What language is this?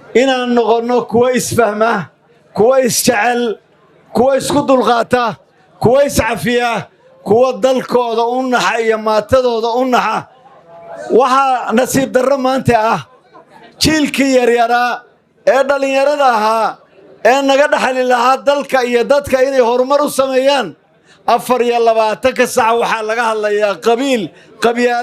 Somali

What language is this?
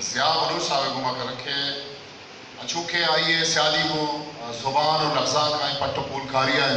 Eastern Balochi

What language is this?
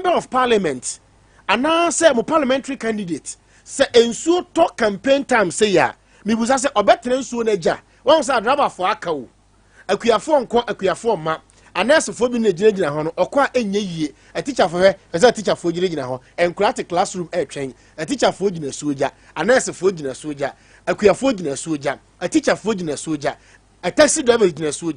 Akan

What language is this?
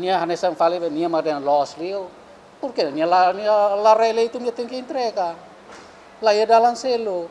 Tetum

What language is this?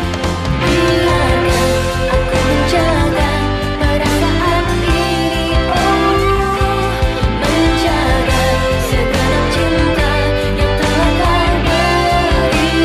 Indonesian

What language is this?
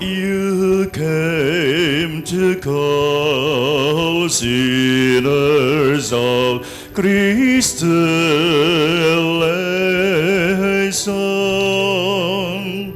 Bikol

